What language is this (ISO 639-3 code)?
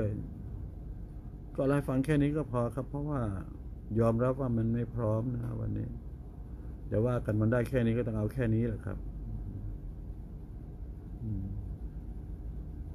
tha